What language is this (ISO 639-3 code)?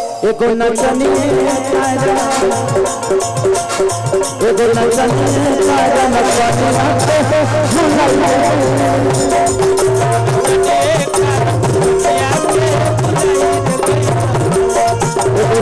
bho